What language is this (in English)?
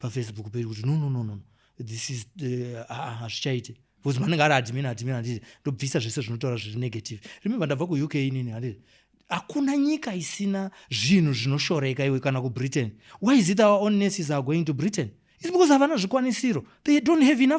Shona